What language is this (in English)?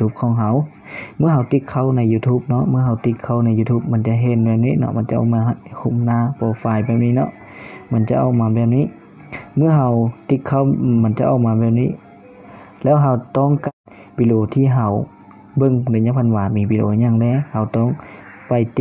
Lao